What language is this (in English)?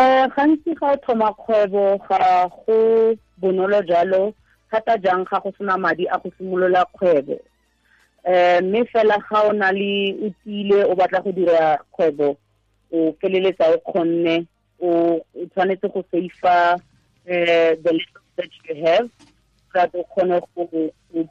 Tswana